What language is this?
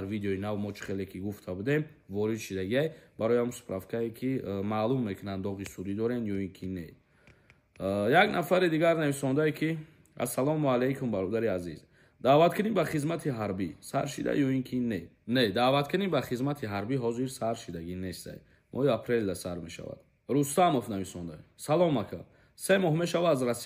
Tajik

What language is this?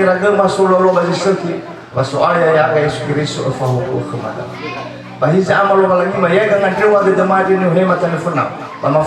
Nias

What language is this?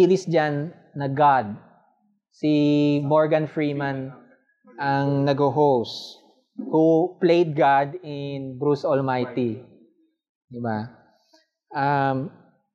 Filipino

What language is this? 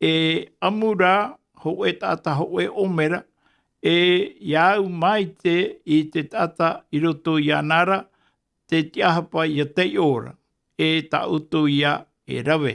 Tahitian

